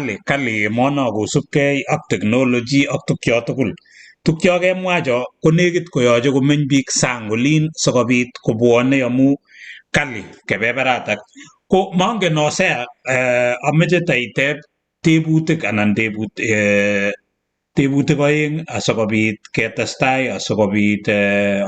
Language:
Kalenjin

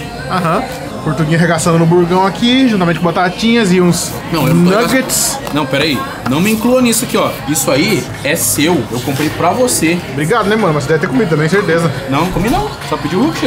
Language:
Portuguese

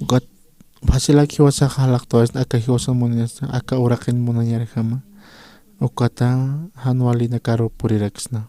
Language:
Aymara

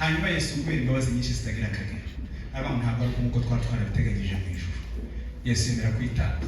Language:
Kinyarwanda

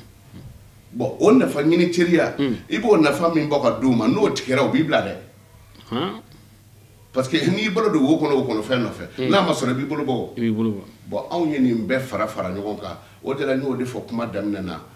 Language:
Bambara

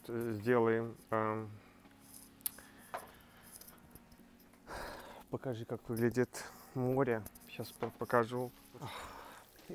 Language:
Russian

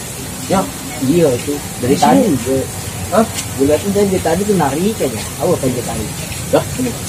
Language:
Betawi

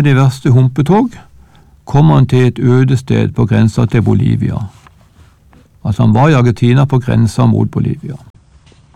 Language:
Norwegian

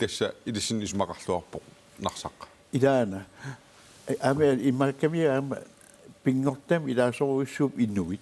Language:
Kalaallisut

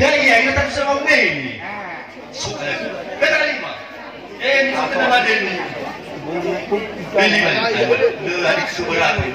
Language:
Nias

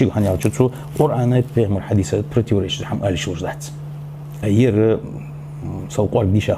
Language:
Ingush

